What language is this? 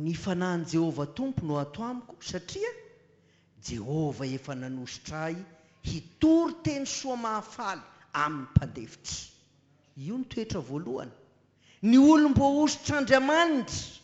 Malagasy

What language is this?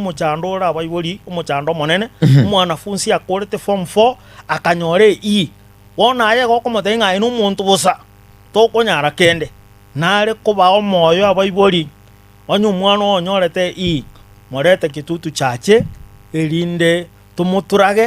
Gusii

